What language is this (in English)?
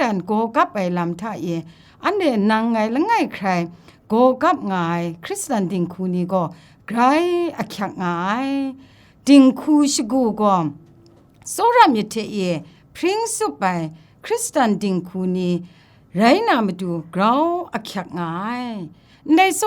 Kachin